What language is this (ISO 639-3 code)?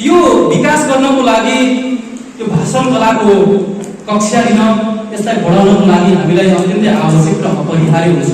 nep